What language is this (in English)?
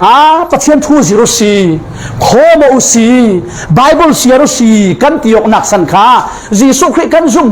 Falam Chin